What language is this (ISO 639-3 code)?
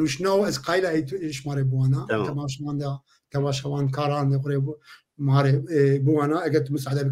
zza